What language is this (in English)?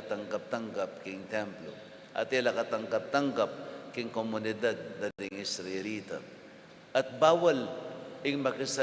Pampanga